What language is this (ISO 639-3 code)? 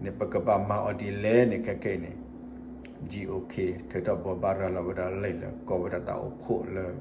ksw